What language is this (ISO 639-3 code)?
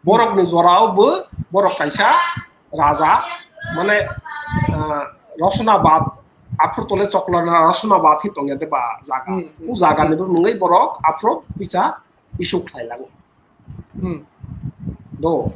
trp